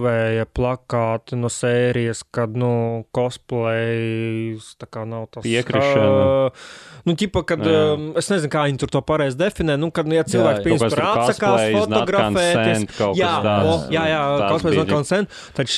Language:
Latvian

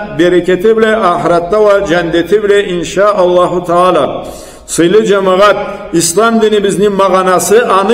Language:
Karachay-Balkar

